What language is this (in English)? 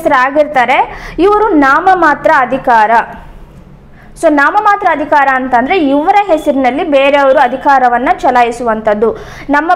Kannada